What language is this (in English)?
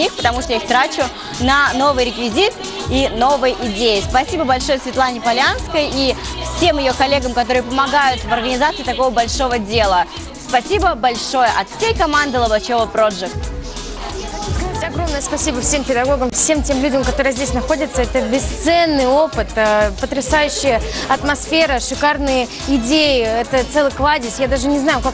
Russian